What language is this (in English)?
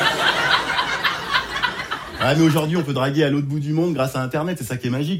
French